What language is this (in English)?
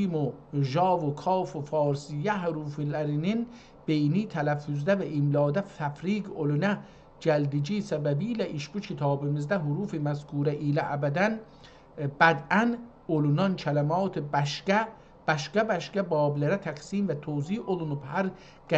South Azerbaijani